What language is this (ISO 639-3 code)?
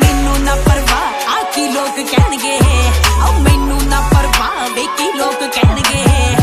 pan